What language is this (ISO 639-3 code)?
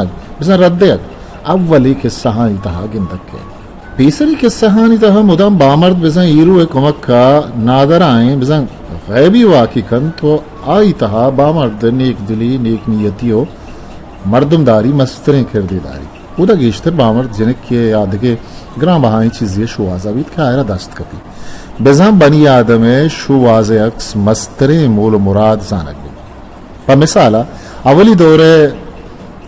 bgp